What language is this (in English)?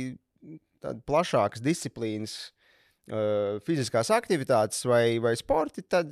Latvian